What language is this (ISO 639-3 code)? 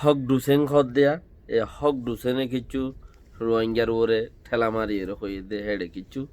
rhg